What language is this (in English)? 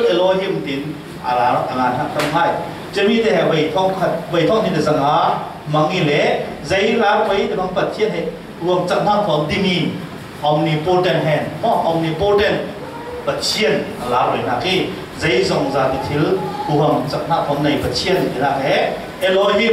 Falam Chin